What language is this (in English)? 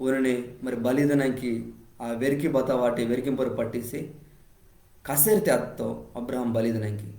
Koya